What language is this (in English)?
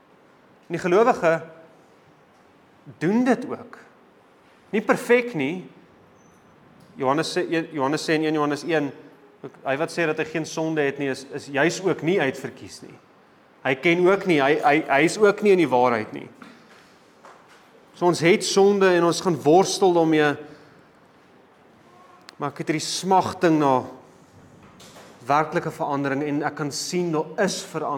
Afrikaans